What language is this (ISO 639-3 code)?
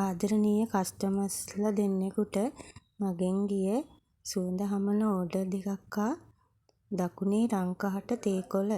sin